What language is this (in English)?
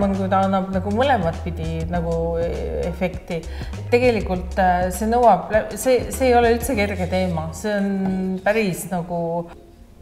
Estonian